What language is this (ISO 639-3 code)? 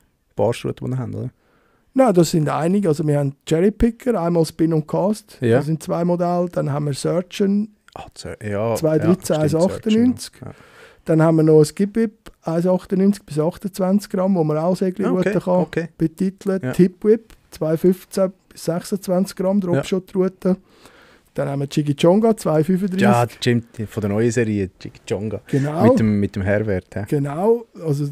gsw